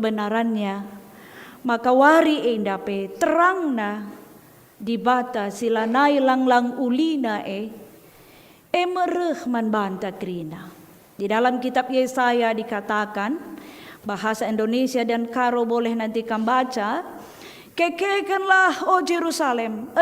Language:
Batak Karo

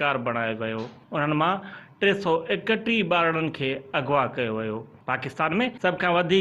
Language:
Sindhi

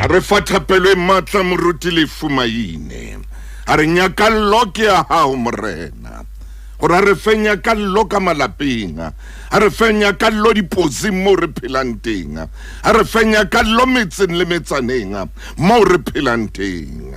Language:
Southern Sotho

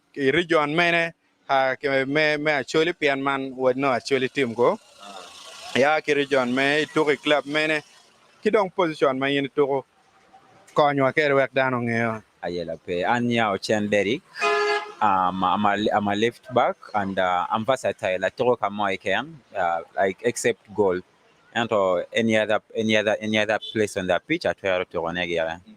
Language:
Acoli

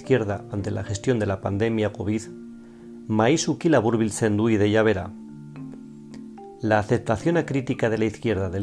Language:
Basque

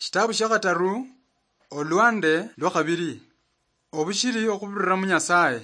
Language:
Luyia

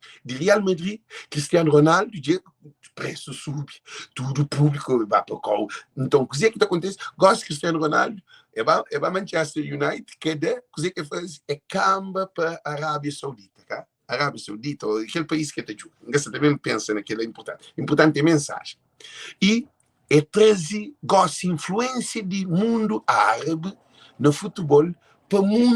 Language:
Kabuverdianu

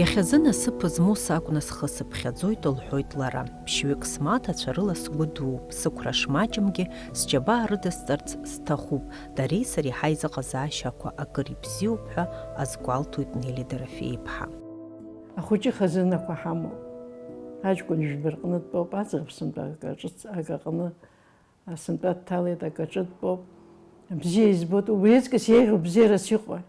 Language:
Abkhazian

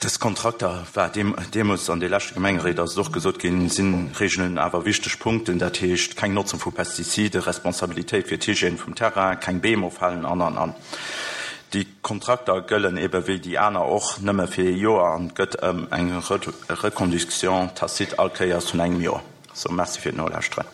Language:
Luxembourgish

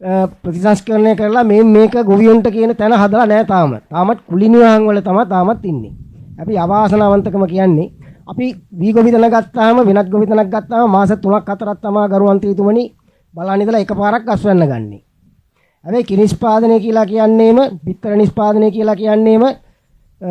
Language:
Sinhala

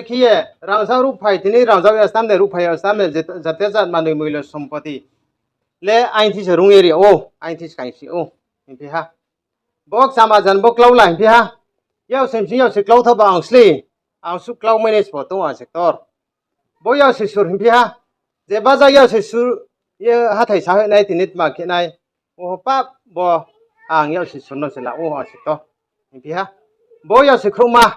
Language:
Riang (India)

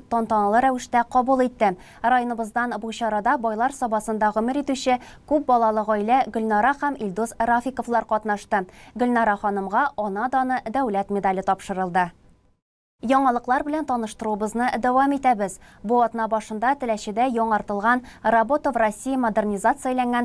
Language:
Tatar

